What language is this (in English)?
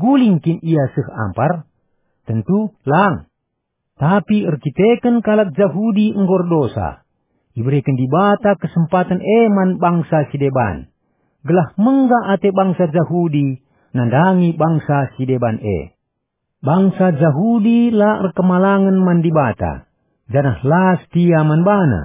Batak Karo